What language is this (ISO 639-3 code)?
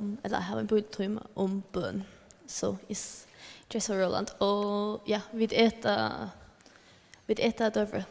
fao